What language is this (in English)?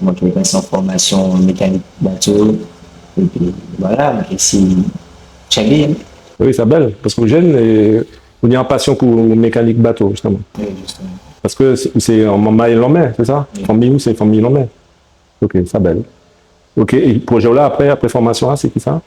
Guadeloupean Creole French